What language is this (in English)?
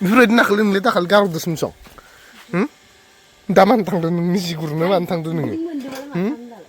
Bodo